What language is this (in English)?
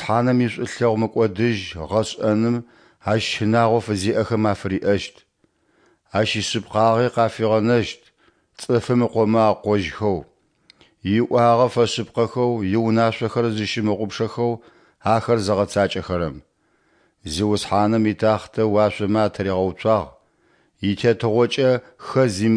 Adyghe